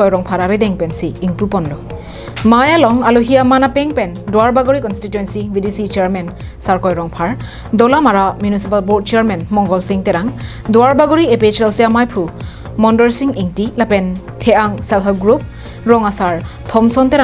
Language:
Karbi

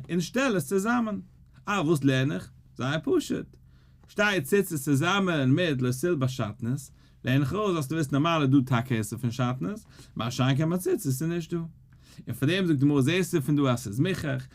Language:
Yiddish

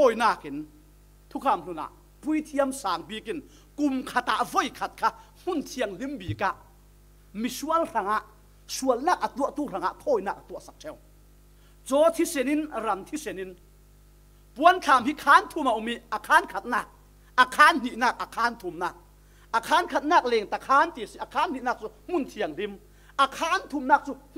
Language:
Falam Chin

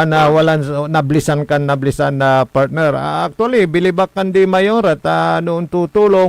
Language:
Pangasinan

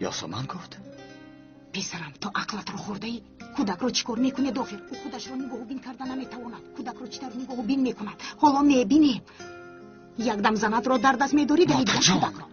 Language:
Tajik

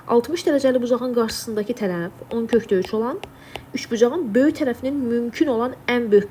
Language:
Azerbaijani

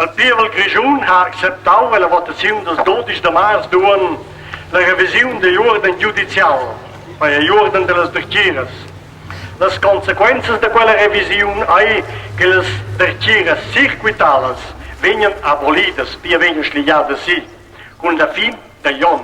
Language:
Romansh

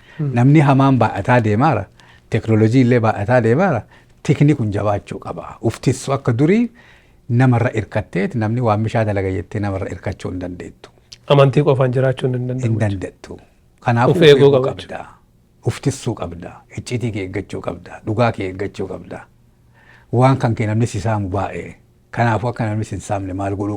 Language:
Oromo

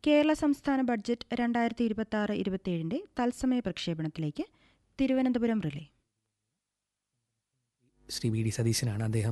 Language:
Malayalam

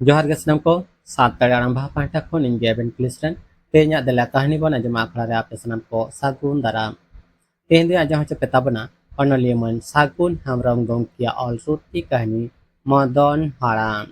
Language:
Santali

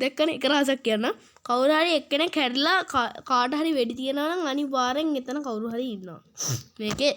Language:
Sinhala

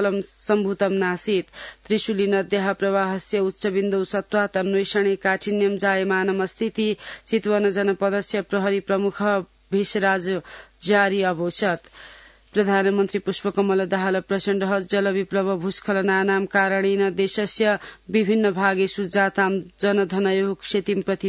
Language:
Sanskrit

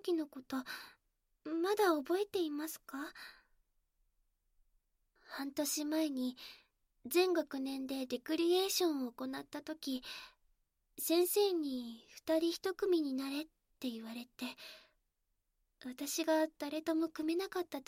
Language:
Japanese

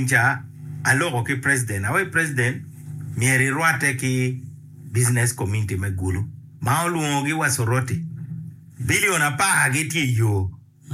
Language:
Acoli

